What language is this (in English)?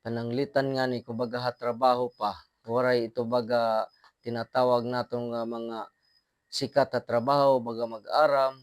Waray